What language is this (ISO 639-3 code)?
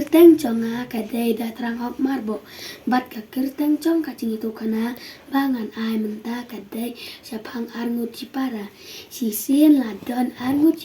kha